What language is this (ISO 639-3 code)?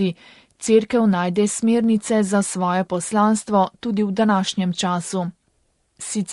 slv